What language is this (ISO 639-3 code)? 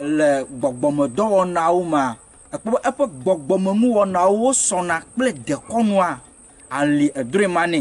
ewe